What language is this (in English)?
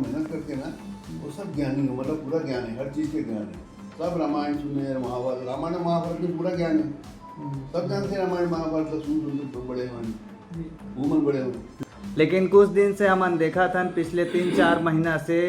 Chhattisgarhi